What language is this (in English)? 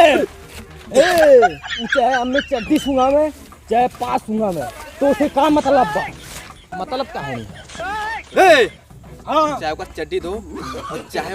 Awadhi